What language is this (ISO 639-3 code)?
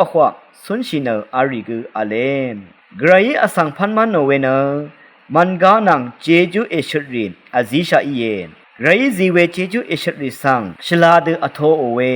raw